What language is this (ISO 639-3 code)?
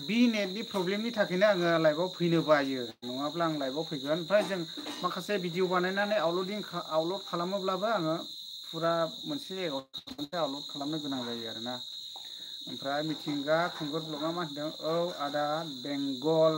brx